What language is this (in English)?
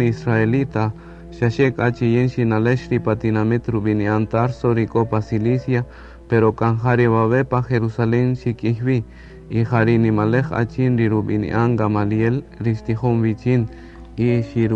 Kaqchikel